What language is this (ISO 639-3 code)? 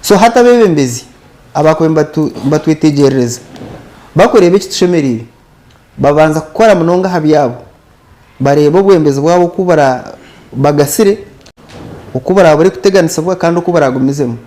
nyn